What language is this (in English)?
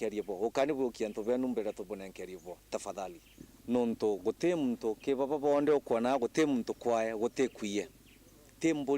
Meru